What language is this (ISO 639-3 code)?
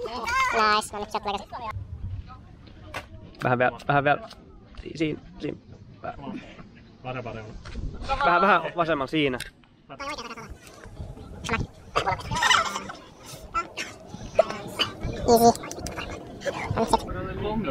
fin